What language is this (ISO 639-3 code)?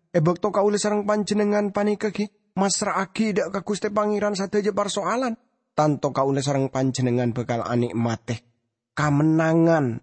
mad